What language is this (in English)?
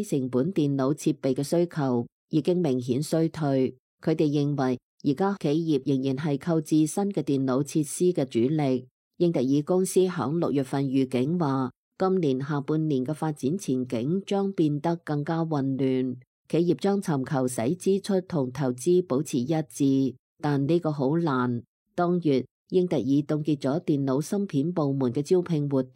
Cantonese